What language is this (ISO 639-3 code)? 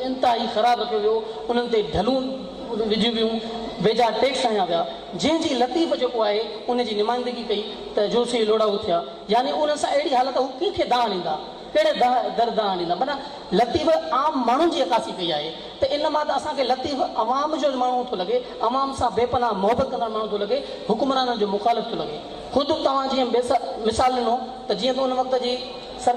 snd